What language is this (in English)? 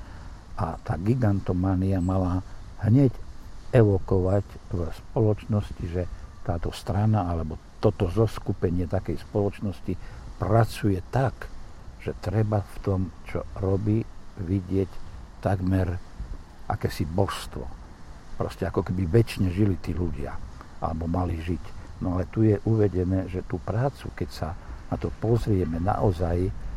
Slovak